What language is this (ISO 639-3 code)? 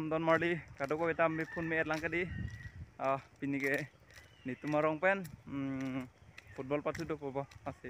mjw